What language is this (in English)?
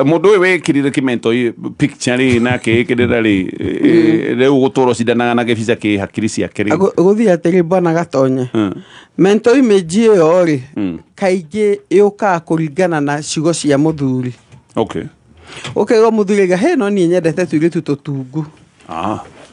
Kikuyu